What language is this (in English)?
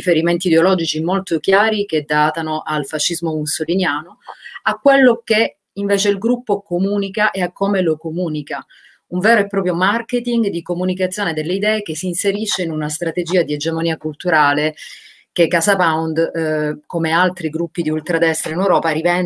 Italian